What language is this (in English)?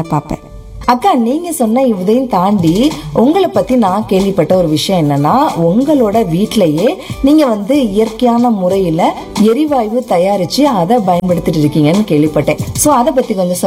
Tamil